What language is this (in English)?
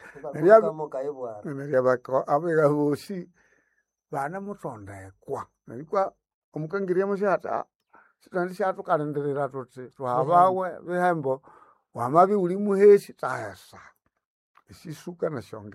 Nande